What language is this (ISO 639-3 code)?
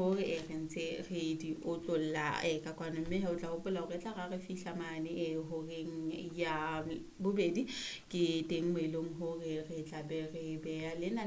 sot